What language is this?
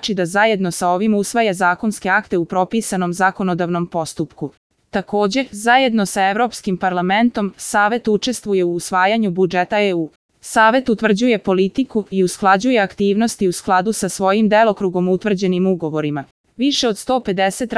Serbian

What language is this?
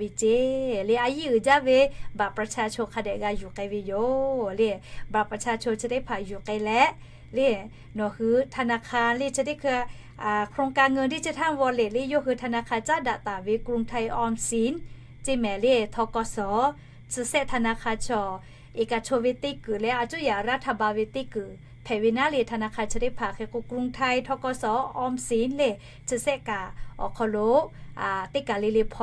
Lahu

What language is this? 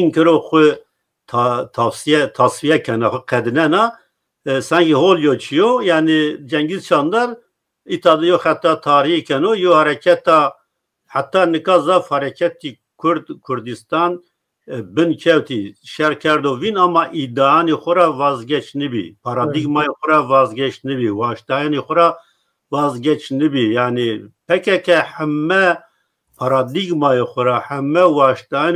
Zaza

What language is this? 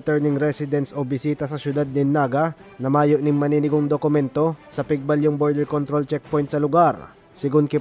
Bikol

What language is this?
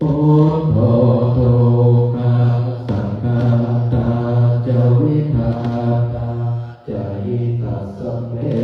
Pali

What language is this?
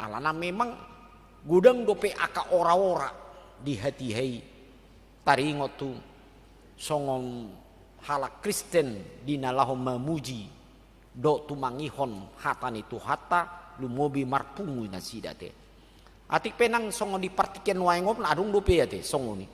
Batak Toba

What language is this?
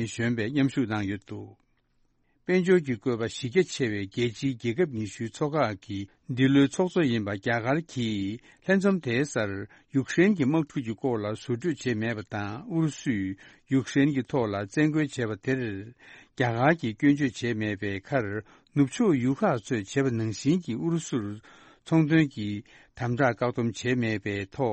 Tibetan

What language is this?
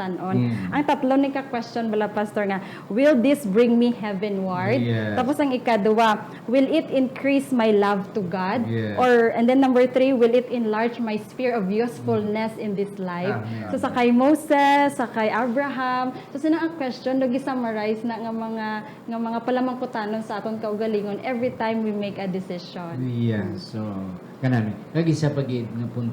Hiligaynon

